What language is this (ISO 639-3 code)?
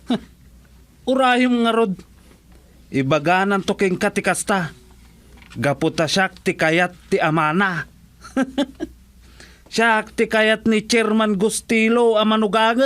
ilo